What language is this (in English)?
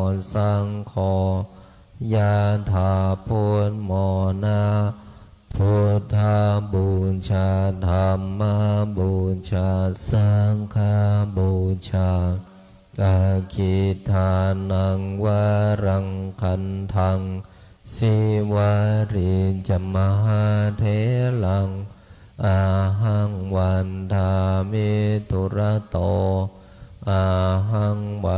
Pali